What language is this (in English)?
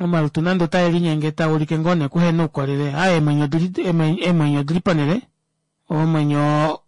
Kuanyama